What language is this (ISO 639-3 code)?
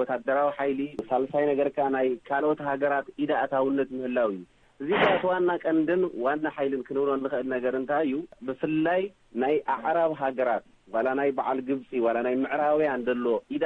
tir